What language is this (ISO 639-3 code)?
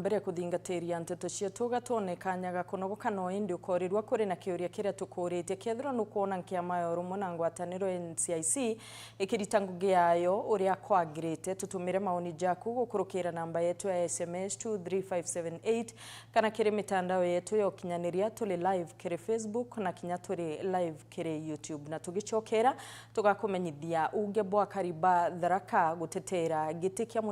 mer